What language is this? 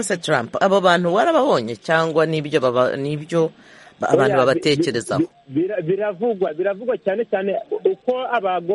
Kinyarwanda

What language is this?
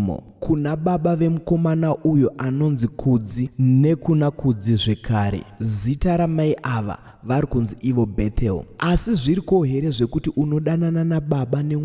Shona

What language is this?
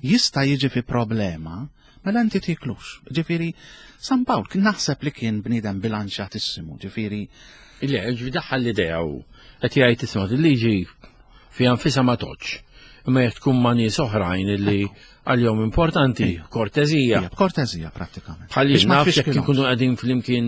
Maltese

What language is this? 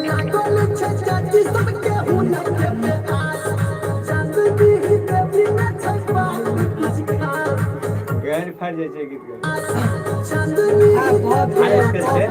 Maithili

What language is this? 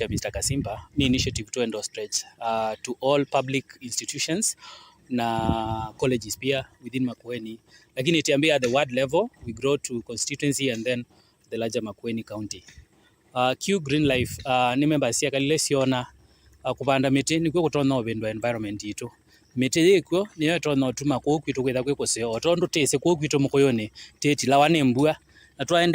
Kamba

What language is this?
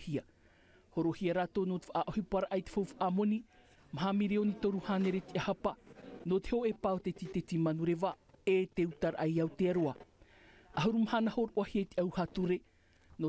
Tahitian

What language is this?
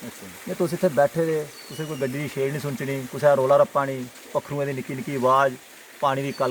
Dogri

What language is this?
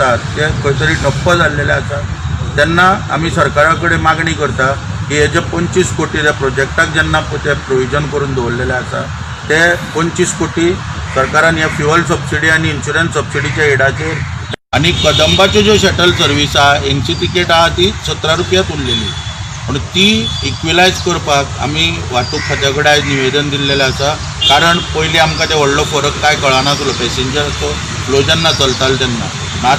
Konkani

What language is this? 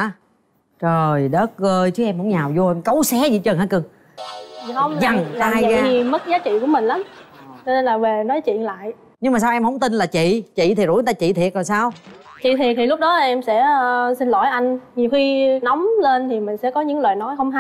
Vietnamese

